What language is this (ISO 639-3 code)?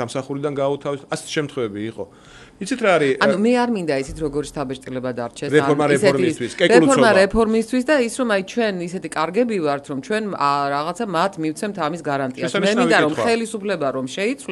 kat